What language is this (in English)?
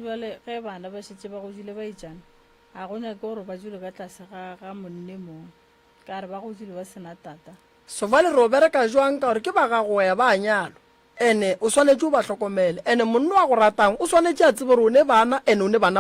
Northern Sotho